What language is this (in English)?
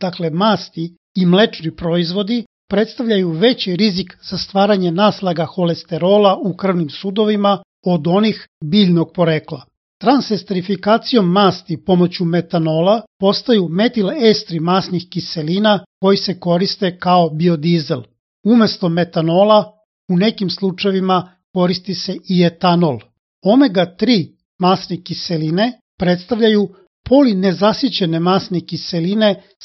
Serbian